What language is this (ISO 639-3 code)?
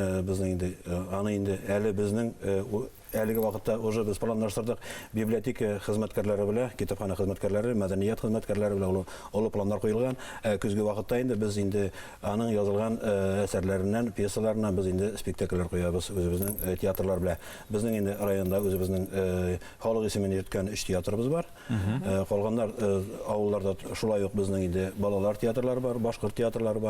bak